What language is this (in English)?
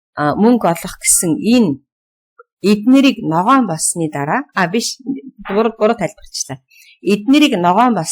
Mongolian